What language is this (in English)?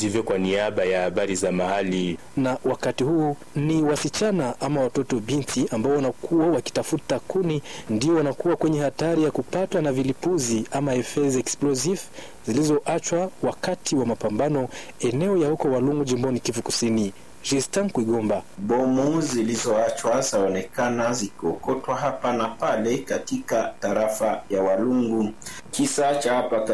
Swahili